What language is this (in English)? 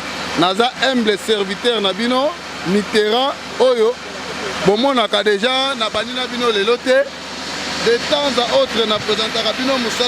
Lingala